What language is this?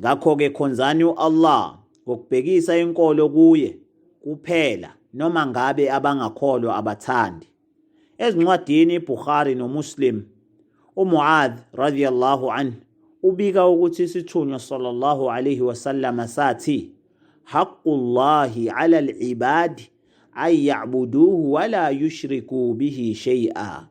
Zulu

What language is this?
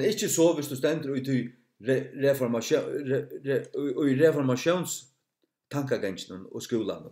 Faroese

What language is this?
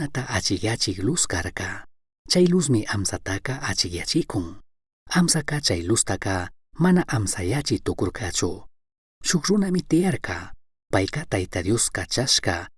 Chimborazo Highland Quichua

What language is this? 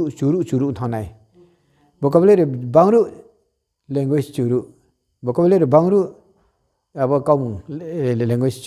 Riang (India)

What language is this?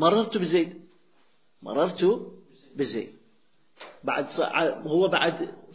Arabic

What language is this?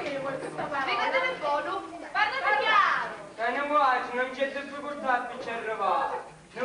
Sicilian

